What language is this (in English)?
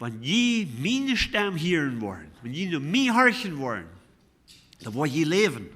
Plautdietsch